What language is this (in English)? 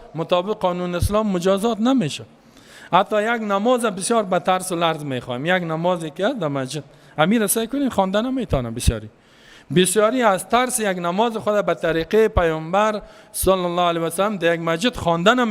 Persian